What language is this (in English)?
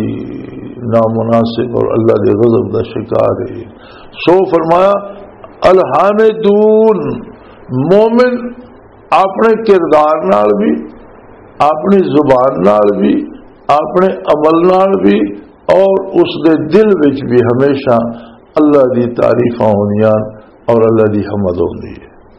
Western Panjabi